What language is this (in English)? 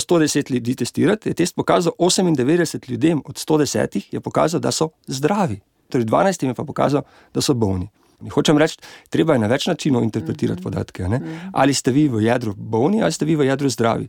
Slovenian